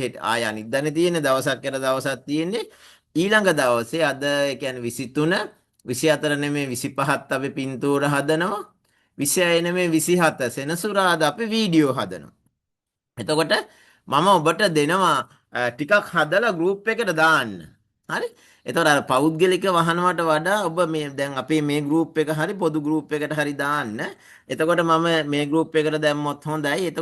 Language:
Sinhala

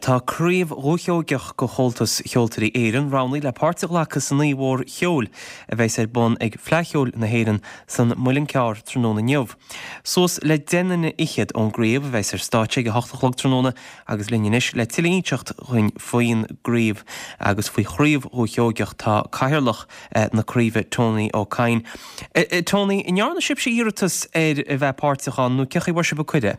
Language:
Irish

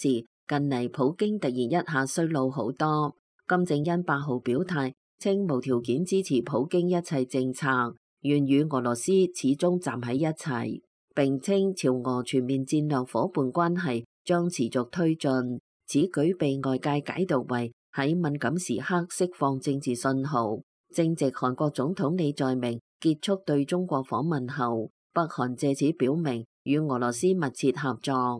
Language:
Cantonese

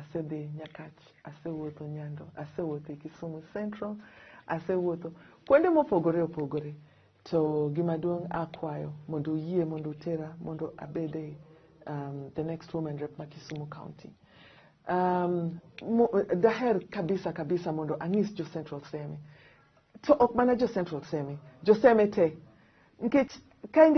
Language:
Luo (Kenya and Tanzania)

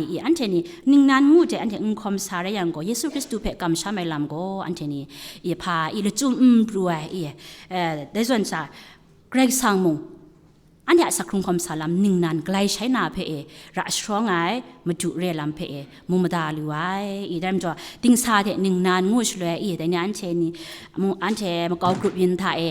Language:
Kachin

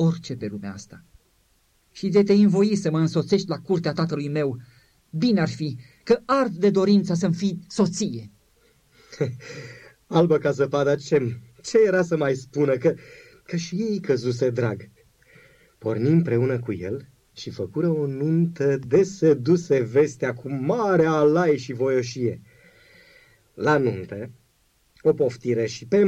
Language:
Romanian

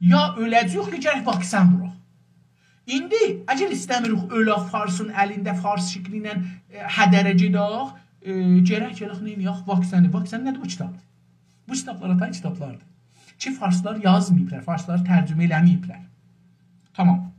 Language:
South Azerbaijani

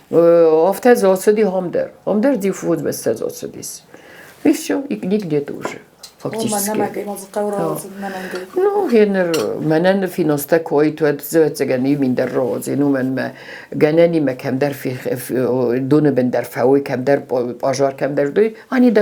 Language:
Ossetic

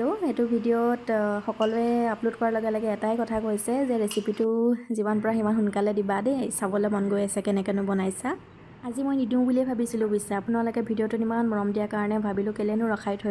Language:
Assamese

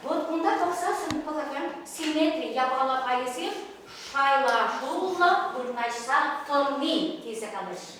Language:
Chuvash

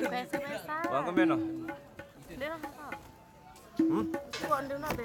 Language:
Sasak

